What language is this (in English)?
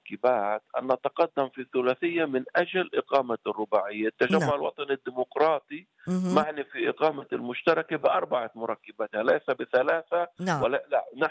North Levantine Arabic